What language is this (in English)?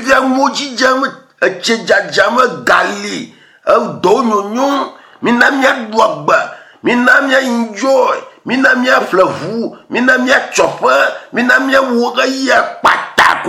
Ewe